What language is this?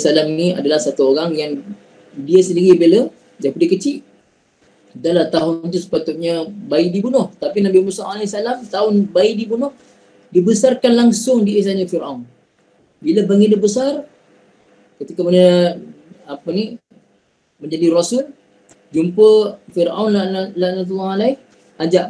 Malay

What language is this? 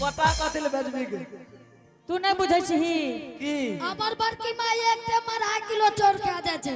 Angika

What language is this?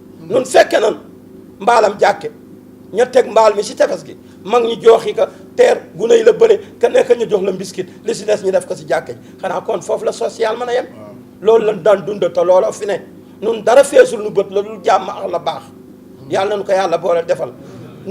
Wolof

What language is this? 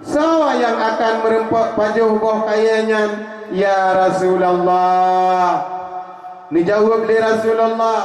Achinese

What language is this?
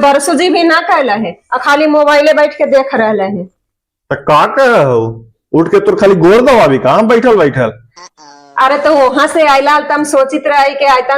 Magahi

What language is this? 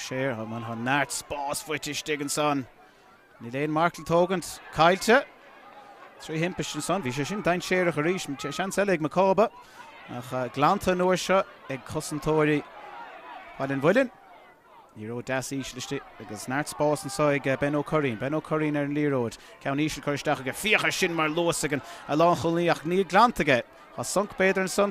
Irish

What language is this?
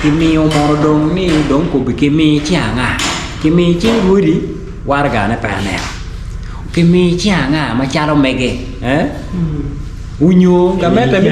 Acoli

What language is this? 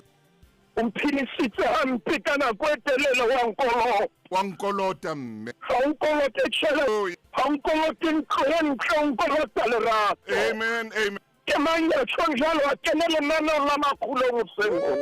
Southern Sotho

